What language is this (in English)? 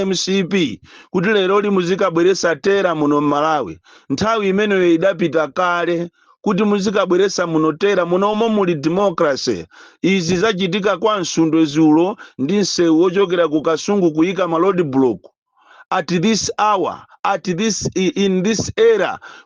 Nyanja